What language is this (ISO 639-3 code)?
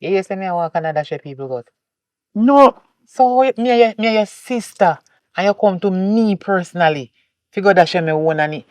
jam